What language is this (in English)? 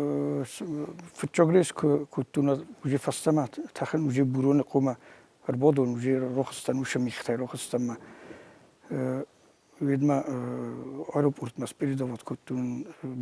Ossetic